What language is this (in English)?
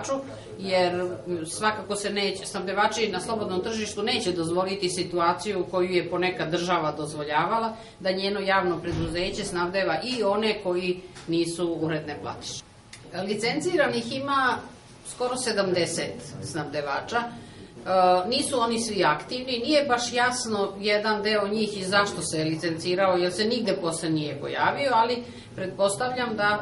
Serbian